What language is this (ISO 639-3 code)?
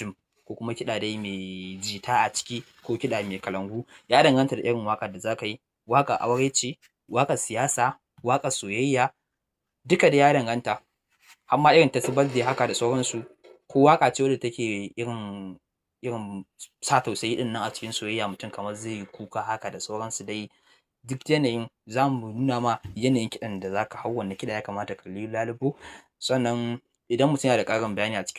hau